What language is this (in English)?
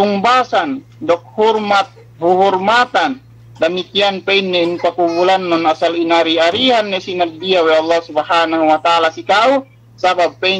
Yakan